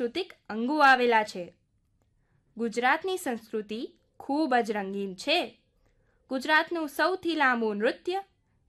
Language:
Gujarati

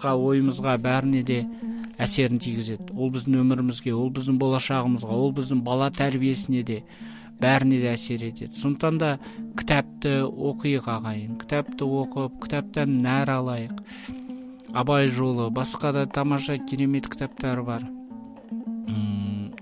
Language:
Kazakh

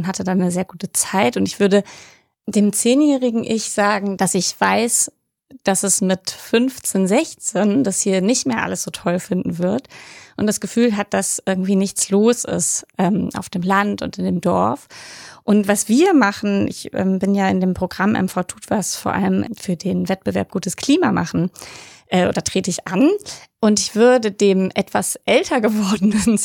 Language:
German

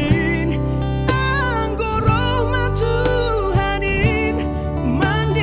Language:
Batak Simalungun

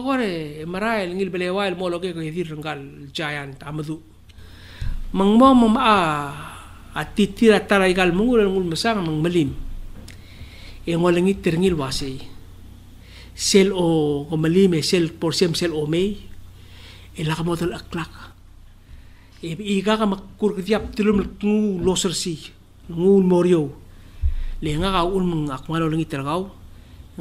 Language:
Palauan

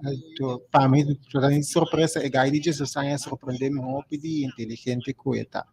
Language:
Papiamento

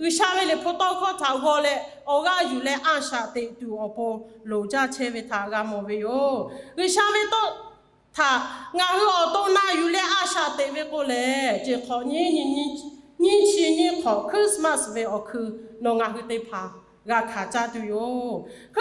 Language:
Lahu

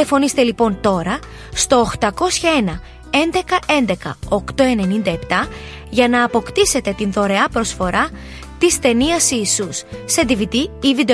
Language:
Greek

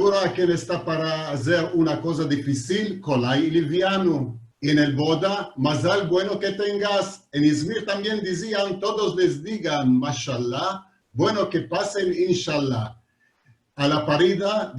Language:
Ladino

